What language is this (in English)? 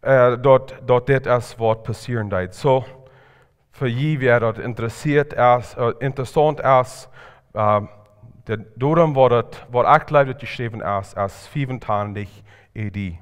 Plautdietsch